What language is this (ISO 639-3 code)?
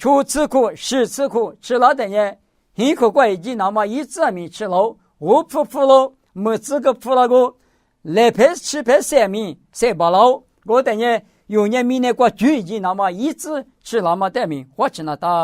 lis